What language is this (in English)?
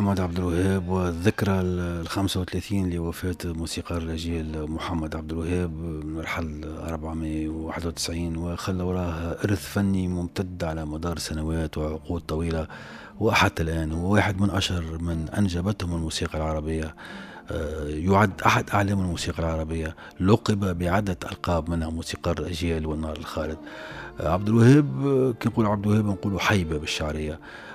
Tunisian Arabic